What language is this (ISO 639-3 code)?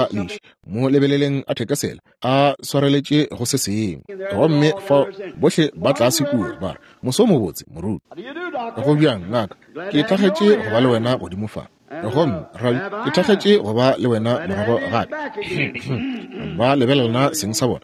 nso